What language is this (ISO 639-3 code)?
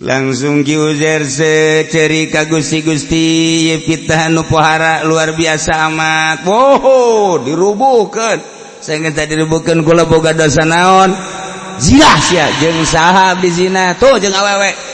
sun